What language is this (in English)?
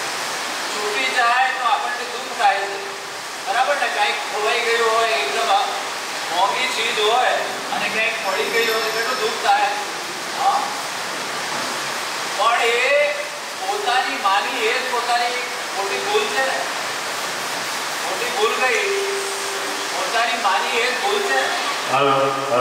Gujarati